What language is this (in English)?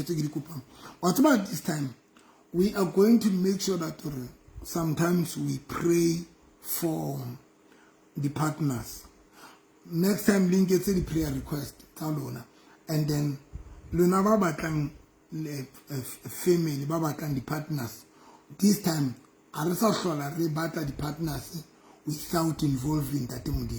Southern Sotho